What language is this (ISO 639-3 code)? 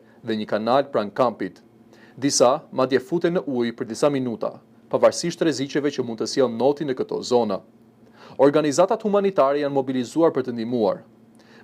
sqi